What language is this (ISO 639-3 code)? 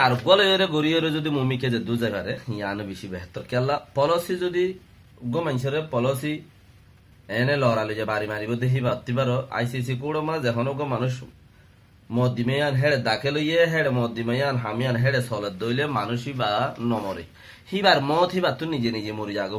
rhg